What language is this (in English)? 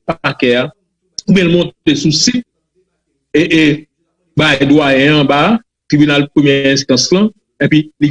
Haitian Creole